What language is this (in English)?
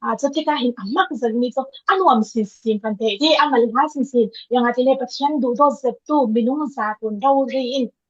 Falam Chin